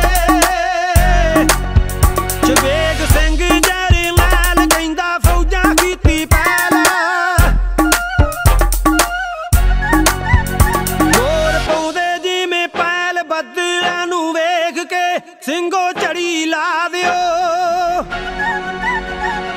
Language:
Punjabi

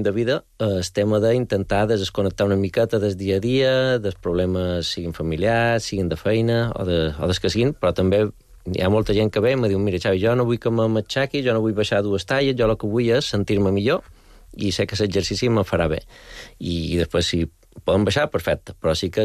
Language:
Catalan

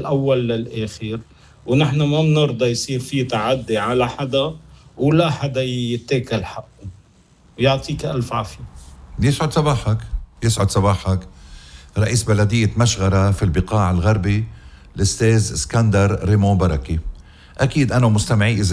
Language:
North Levantine Arabic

